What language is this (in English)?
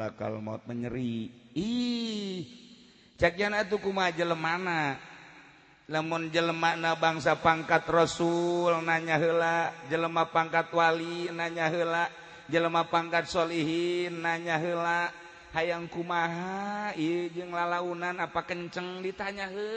Sundanese